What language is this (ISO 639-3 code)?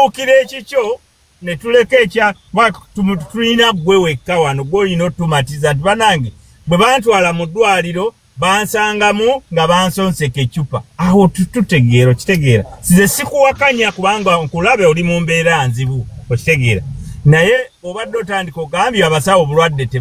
lug